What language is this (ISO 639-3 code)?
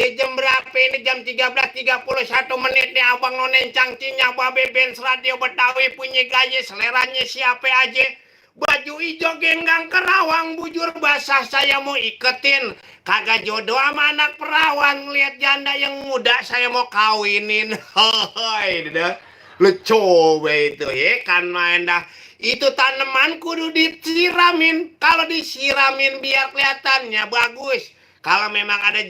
bew